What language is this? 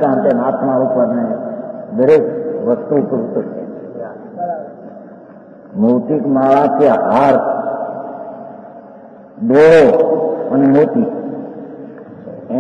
Gujarati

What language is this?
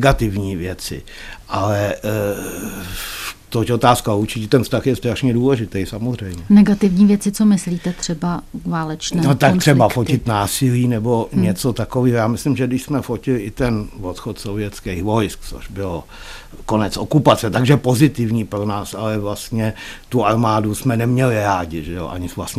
Czech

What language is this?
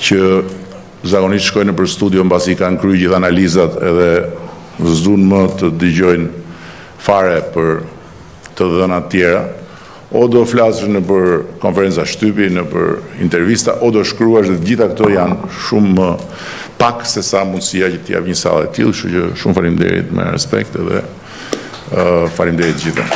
Albanian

